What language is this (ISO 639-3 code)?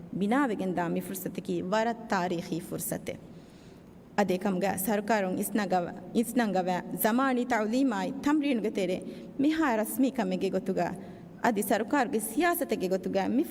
div